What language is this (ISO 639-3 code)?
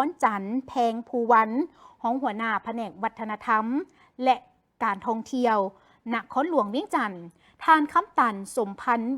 lao